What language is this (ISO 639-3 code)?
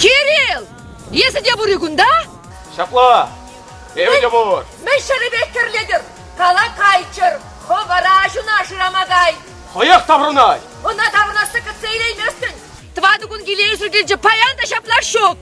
chv